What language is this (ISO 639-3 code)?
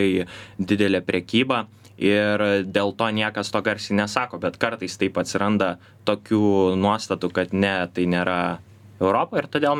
lit